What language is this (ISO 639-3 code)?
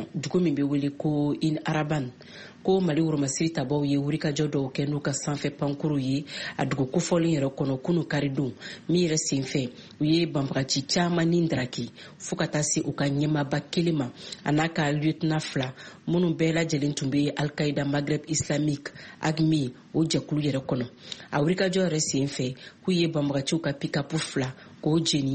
bam